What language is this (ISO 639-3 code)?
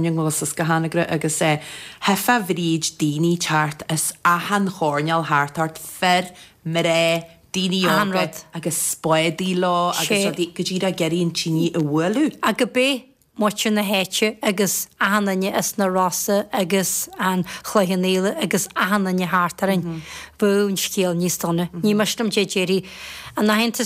gle